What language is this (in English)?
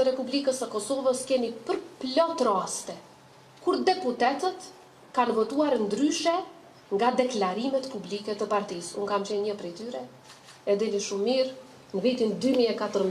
Albanian